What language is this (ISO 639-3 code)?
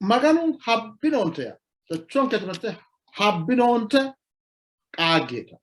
sid